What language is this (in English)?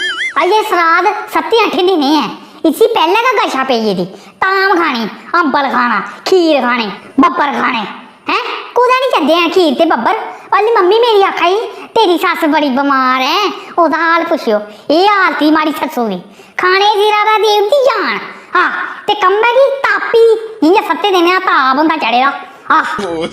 Dogri